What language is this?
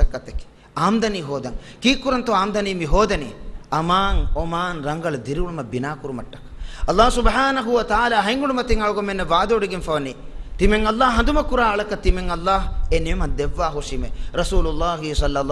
Divehi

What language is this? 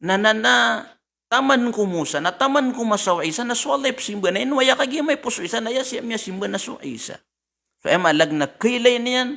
Maranao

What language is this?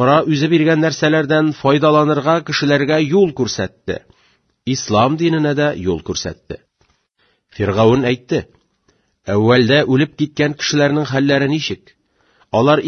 Tatar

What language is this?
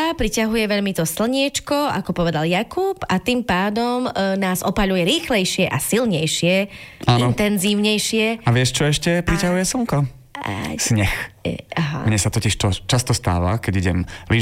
Slovak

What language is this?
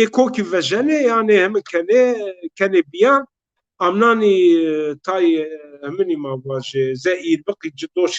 Zaza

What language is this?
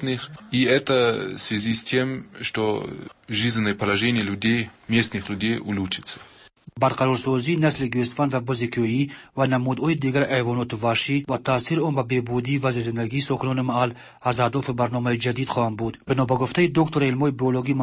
Persian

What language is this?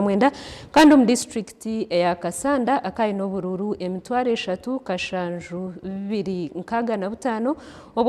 Nyankole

